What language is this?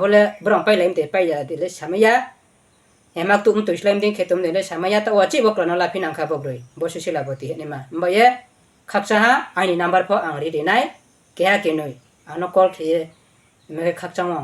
Riang (India)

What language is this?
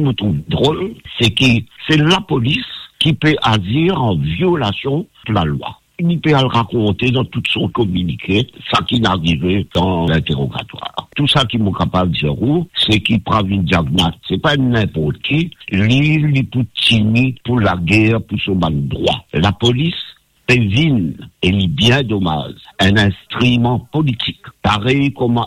Morisyen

